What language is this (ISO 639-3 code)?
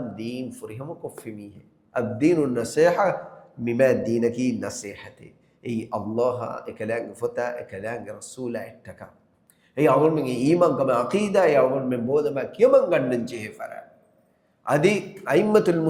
div